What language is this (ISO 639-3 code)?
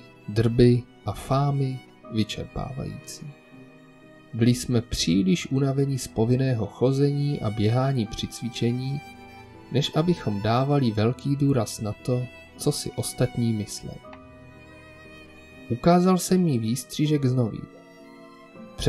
ces